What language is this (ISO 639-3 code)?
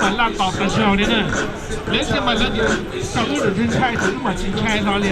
hmn